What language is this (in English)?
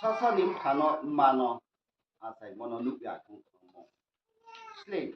Riang (India)